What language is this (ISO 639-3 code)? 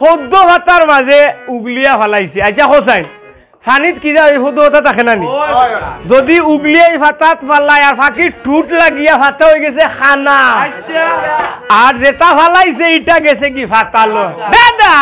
syl